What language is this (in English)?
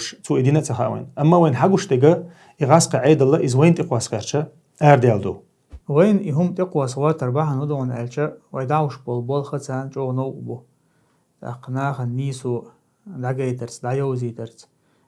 Chechen